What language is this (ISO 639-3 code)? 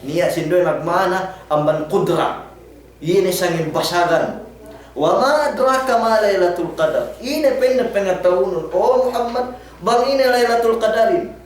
yka